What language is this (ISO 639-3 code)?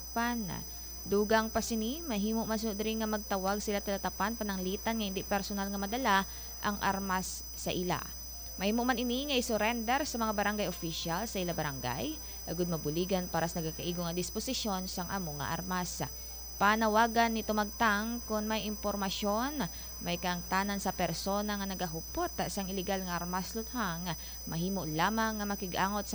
hil